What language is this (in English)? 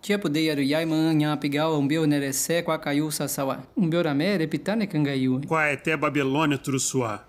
Nheengatu